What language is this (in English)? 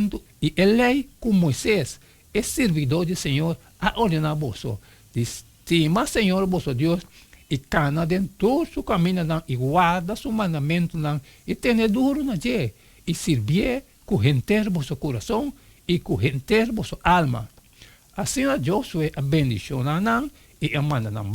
Papiamento